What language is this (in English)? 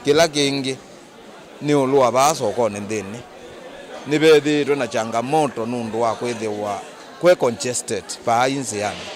Kamba